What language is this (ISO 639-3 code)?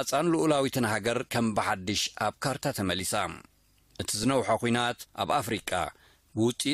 tir